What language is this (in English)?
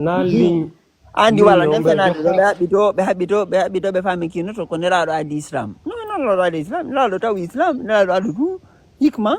Fula